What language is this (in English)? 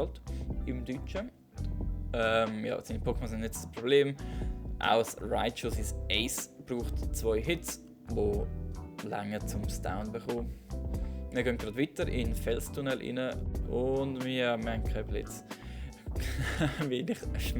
Swiss German